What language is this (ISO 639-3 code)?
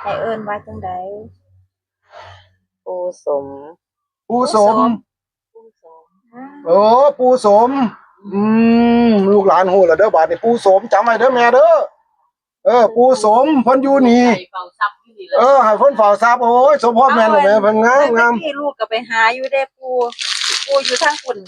tts